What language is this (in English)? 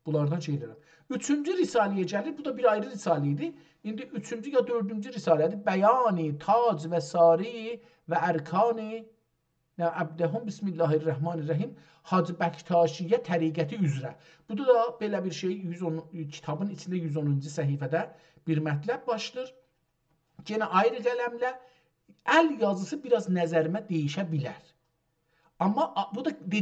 South Azerbaijani